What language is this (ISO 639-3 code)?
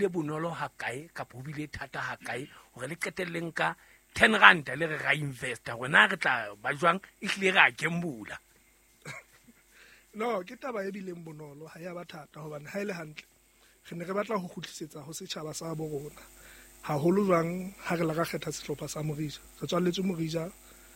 sot